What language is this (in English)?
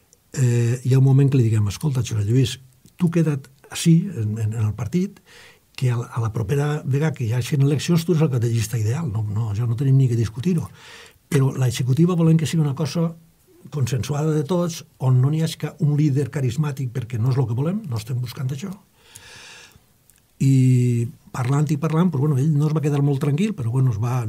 Catalan